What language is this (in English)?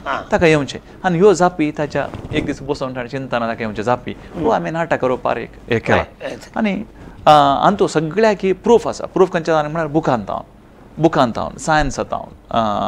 Konkani